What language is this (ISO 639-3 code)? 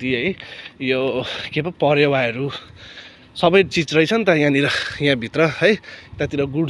nep